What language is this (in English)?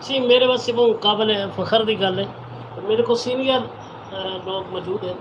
Saraiki